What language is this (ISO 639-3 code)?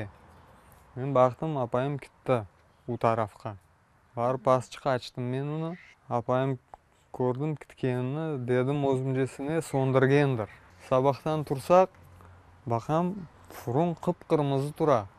crh